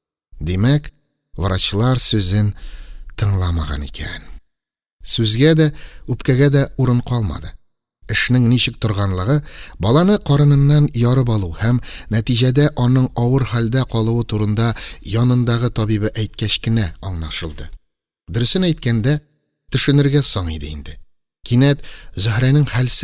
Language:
Tatar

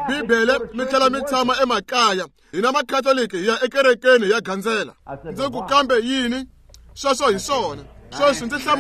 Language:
Tsonga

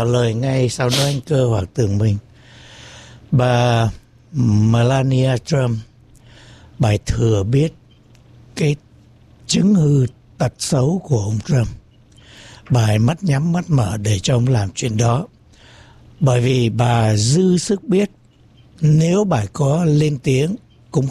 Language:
Vietnamese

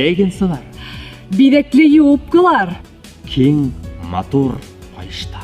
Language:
Bashkir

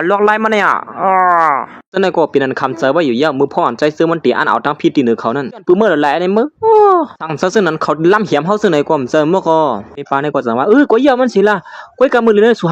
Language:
Shan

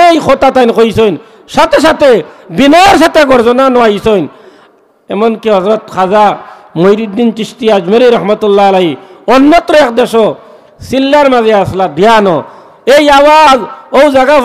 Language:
Sylheti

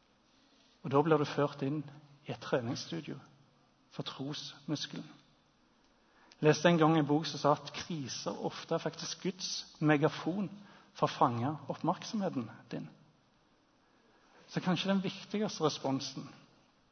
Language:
Norwegian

